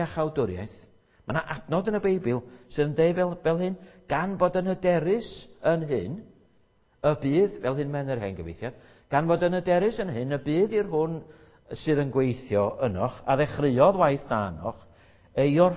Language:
Welsh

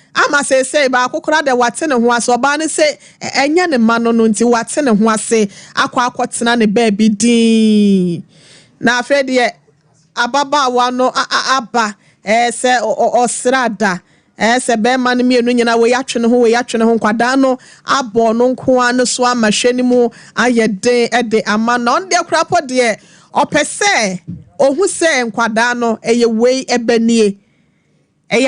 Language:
Akan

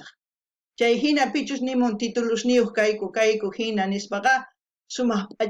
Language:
South Bolivian Quechua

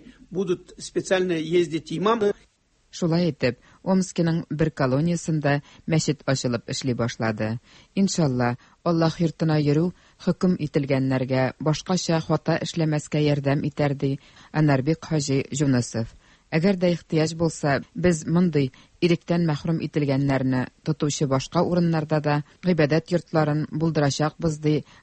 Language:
Tatar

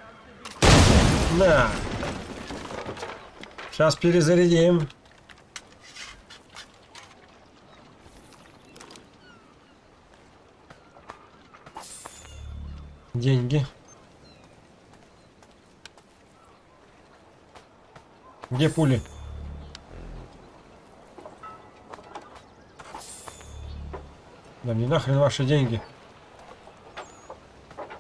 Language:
Russian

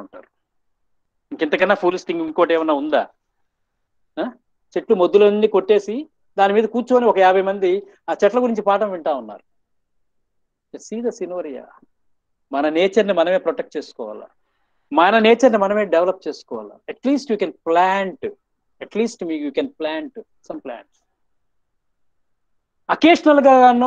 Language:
Telugu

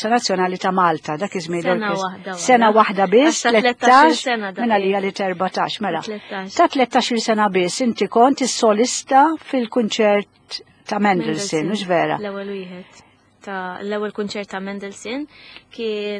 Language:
Maltese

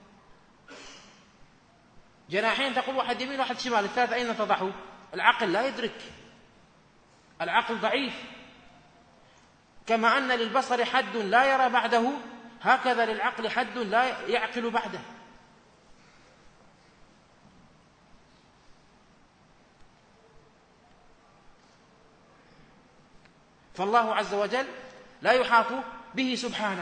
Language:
Arabic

